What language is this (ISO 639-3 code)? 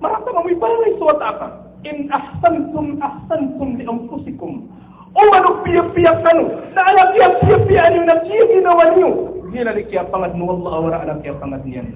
mrw